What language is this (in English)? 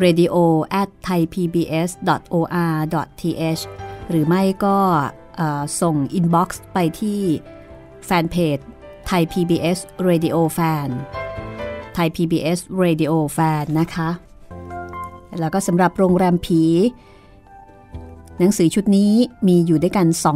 Thai